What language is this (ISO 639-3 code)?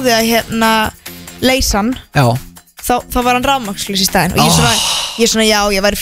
isl